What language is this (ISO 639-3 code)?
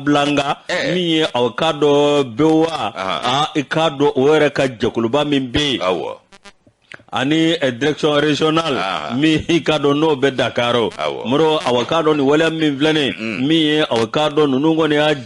bam